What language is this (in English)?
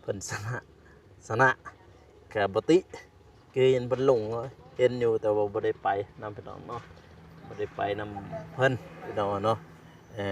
Lao